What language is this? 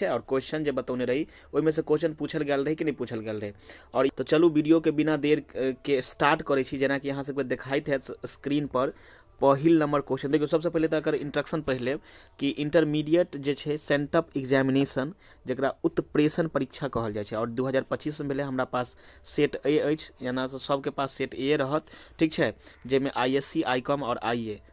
Maithili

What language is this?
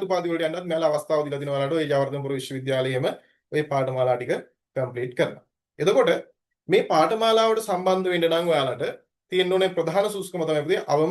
Sinhala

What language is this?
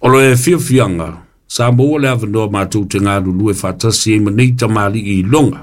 Samoan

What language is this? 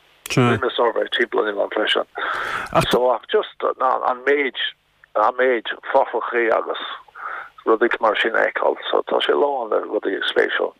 Irish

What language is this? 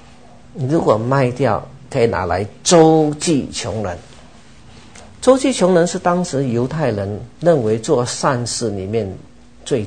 Chinese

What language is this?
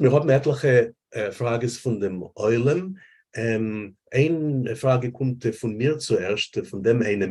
Yiddish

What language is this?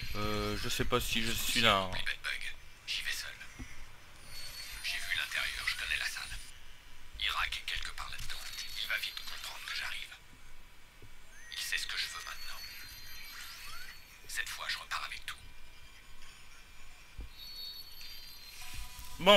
French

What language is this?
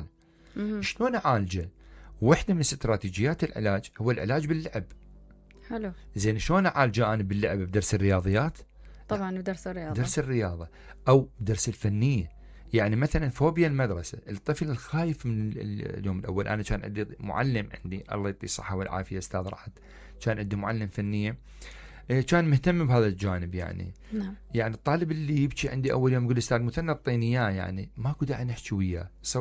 Mesopotamian Arabic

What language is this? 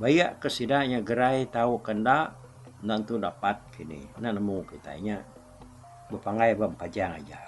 Iban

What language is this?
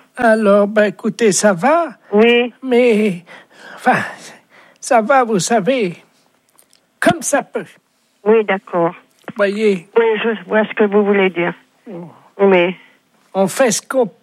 French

